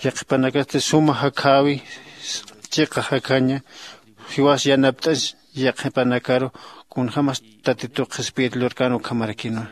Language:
Aymara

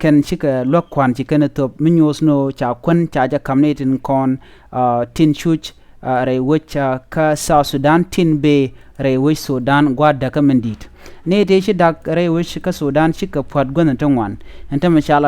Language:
Nuer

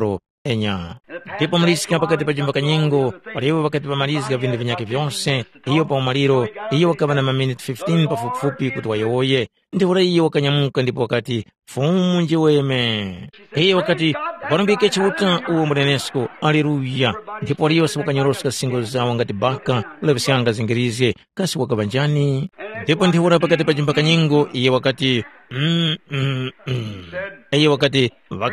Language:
Tumbuka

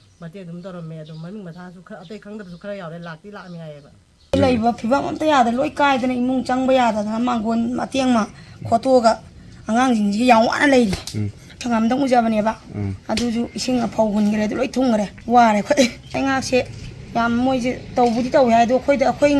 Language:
Manipuri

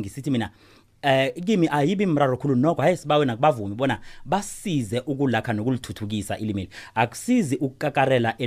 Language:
South Ndebele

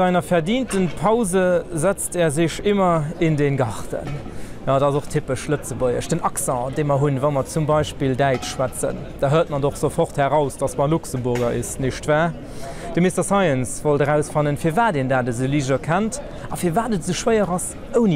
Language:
Luxembourgish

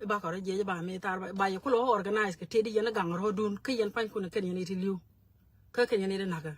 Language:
Nuer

